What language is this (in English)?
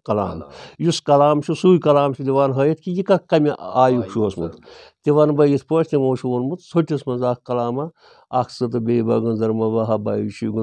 Kashmiri